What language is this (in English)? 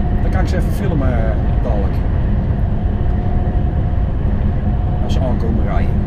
Dutch